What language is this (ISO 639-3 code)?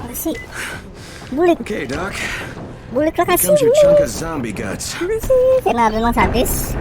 bjn